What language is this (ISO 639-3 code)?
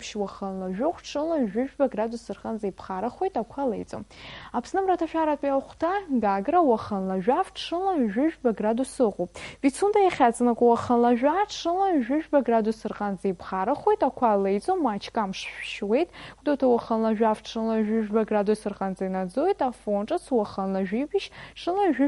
abk